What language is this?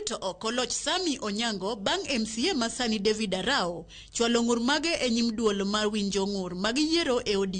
Luo (Kenya and Tanzania)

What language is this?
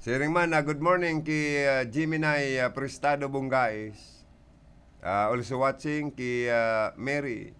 Bikol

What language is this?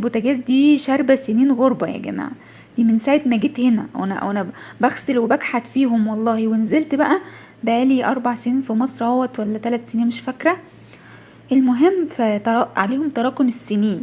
Egyptian Arabic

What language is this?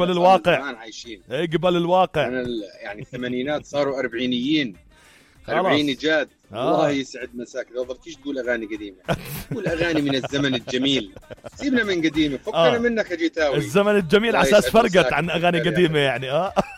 North Levantine Arabic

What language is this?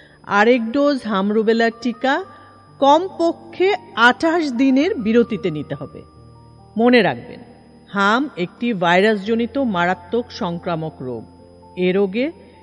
Bangla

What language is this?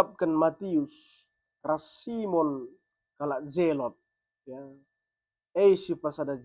Batak Karo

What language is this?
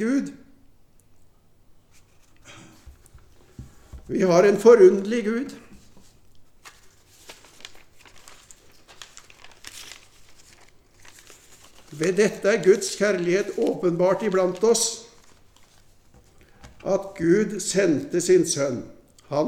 Norwegian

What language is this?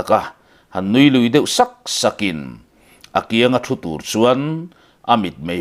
Mizo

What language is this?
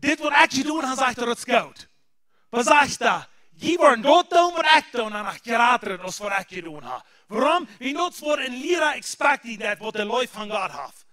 Plautdietsch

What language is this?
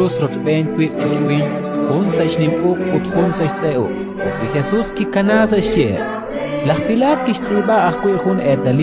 Kekchí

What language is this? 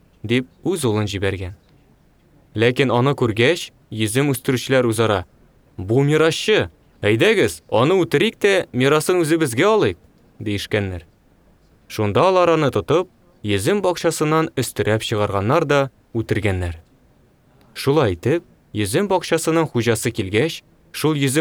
Tatar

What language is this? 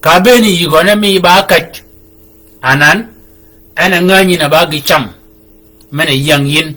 Shilluk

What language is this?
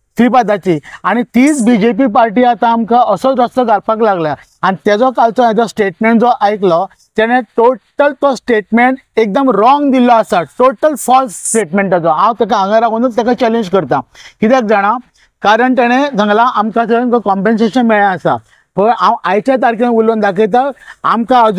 Konkani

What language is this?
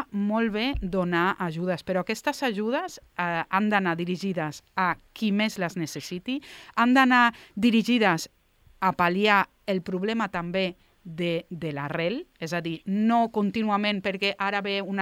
Catalan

